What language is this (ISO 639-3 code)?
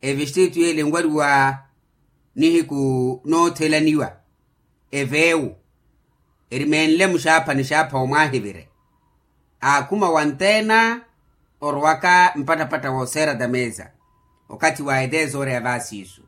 vmw